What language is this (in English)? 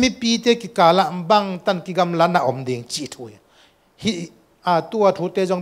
Tedim Chin